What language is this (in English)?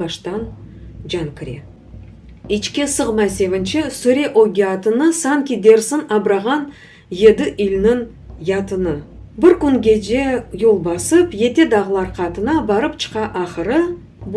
Crimean Tatar